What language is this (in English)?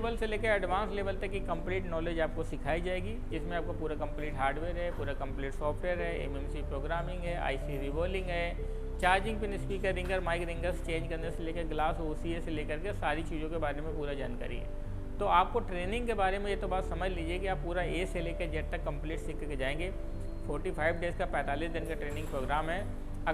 Hindi